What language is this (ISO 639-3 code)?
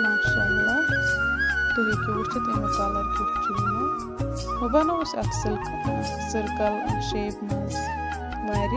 kas